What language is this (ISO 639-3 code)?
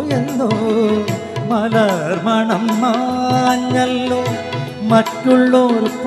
mal